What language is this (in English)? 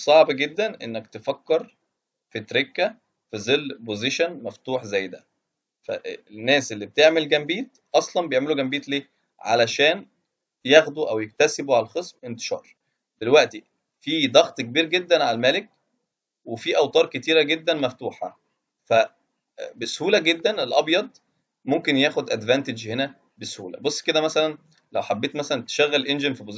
Egyptian Arabic